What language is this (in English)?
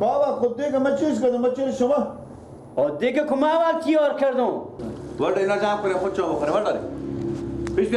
Persian